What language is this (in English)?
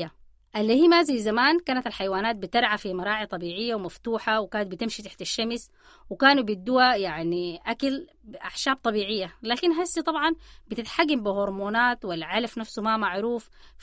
Sudanese Arabic